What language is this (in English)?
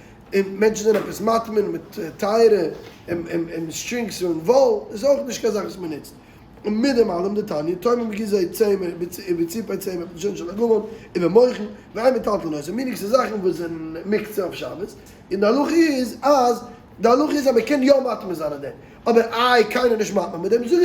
Yiddish